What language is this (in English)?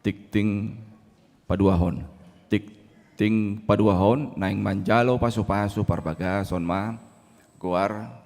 Batak Toba